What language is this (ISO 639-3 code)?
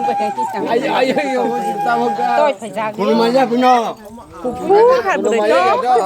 trp